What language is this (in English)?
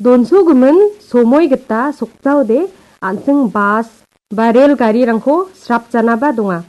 Garo